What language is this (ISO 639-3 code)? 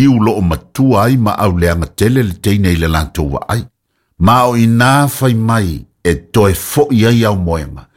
smo